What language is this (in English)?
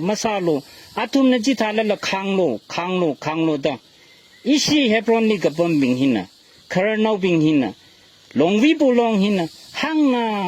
Tangkhul Naga (India)